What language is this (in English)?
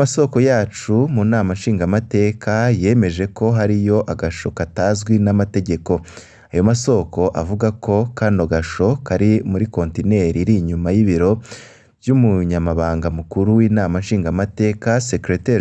Rundi